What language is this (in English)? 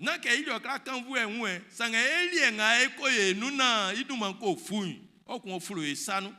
Baoulé